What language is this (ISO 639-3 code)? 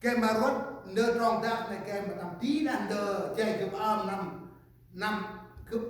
cmo